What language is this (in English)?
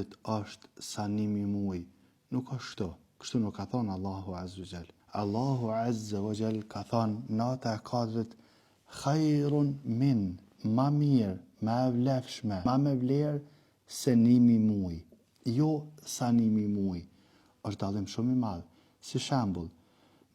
Albanian